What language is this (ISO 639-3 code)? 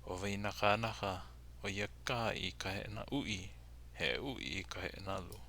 haw